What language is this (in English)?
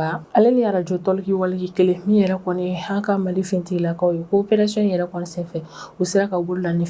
Bambara